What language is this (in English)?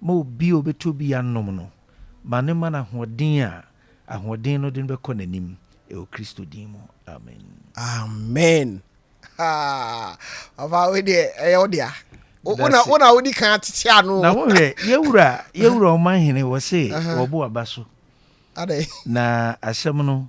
Akan